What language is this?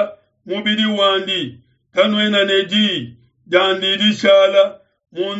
Luba-Lulua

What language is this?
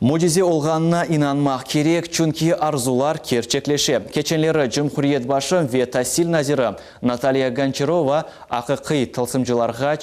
Crimean Tatar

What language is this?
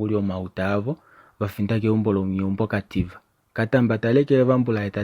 Kuanyama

